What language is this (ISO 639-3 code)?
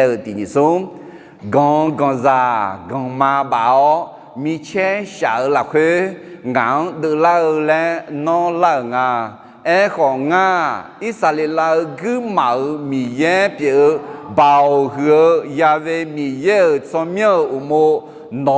ahk